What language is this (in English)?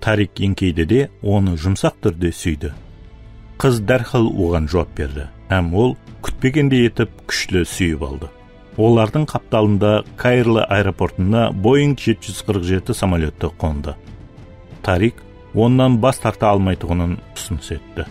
Kara-Kalpak